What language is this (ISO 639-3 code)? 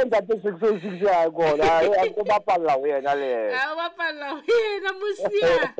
sot